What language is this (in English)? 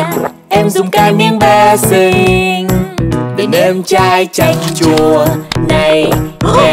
Vietnamese